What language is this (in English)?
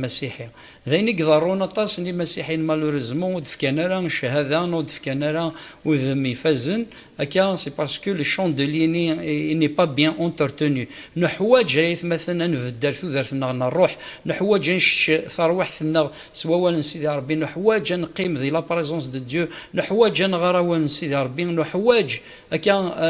Kabyle